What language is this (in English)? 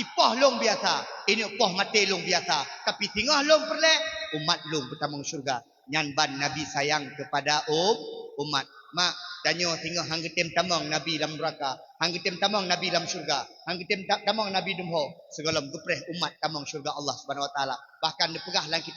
Achinese